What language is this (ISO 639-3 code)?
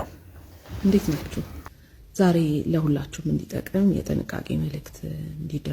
amh